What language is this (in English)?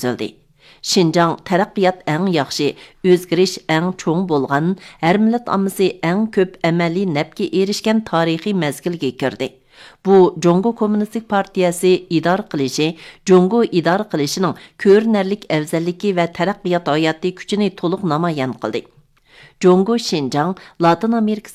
Uyghur